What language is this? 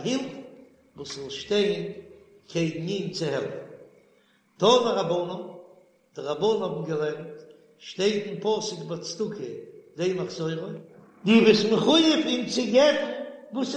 Yiddish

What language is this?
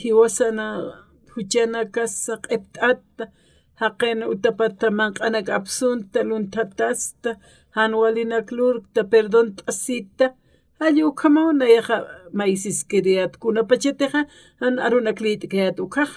Aymara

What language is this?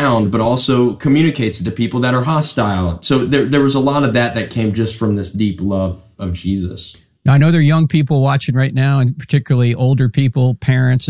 English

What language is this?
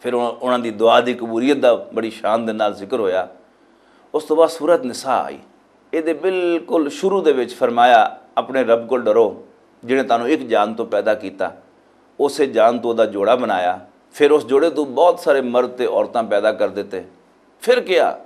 Western Panjabi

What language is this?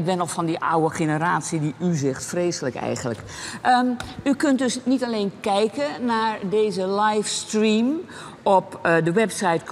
Dutch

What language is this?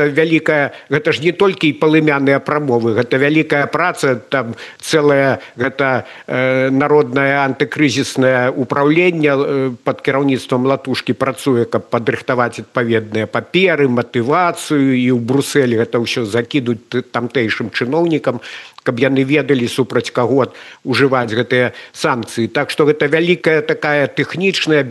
Belarusian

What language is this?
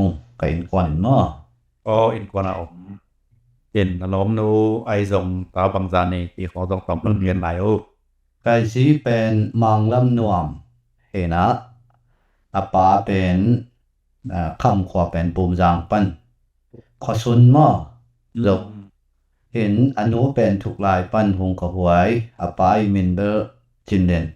Tedim Chin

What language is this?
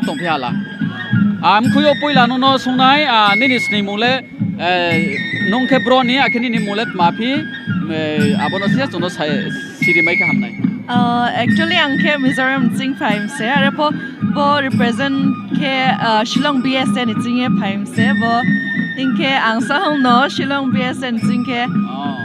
Riang (India)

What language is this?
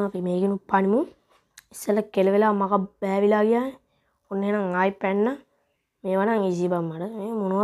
Sinhala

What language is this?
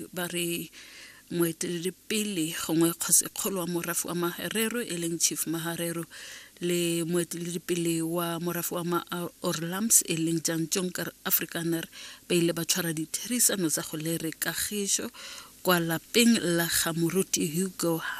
Tswana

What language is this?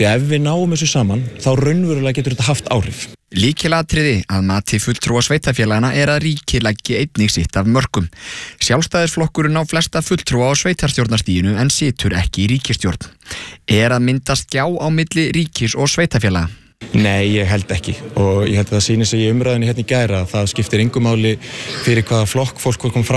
Icelandic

